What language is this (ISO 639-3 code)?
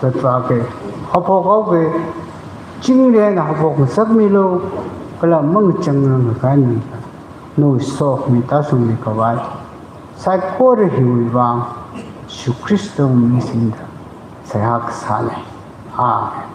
nmf